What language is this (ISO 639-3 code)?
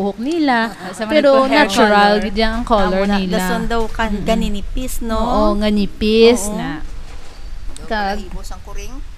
hil